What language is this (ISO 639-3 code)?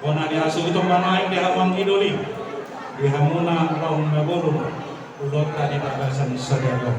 bbc